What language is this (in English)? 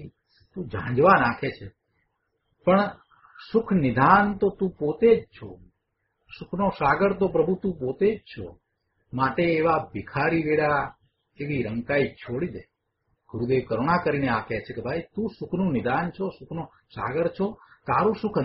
Gujarati